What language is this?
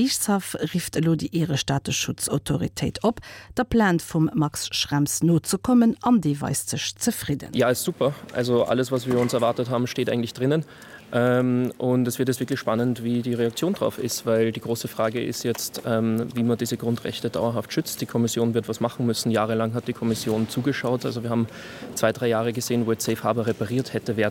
Luxembourgish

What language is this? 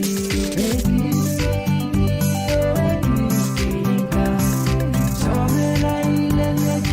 Pohnpeian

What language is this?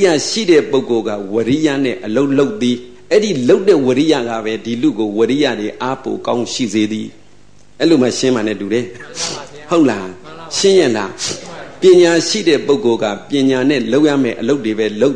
Burmese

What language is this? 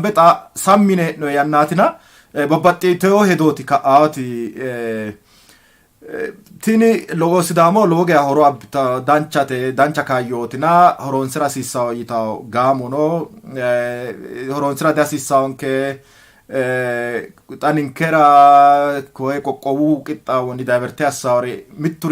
Sidamo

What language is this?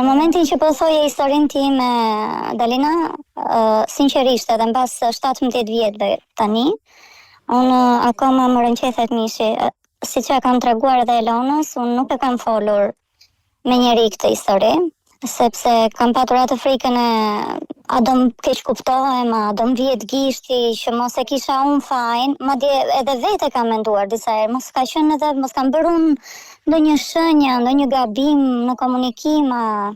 Albanian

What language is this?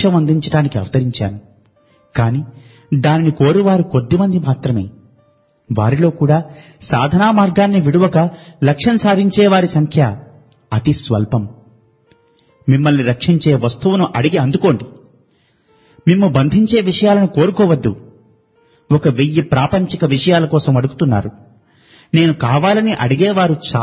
Telugu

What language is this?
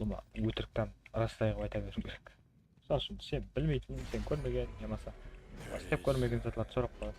Kara-Kalpak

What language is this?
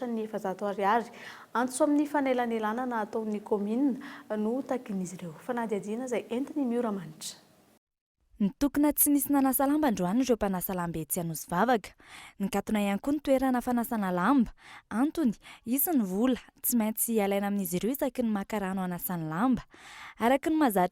Malagasy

